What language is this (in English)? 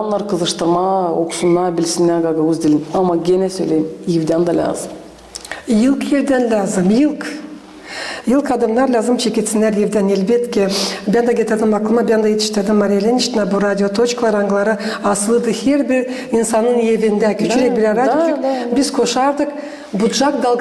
Gagauz